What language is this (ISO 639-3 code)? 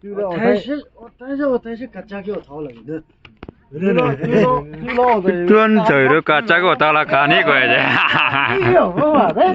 nag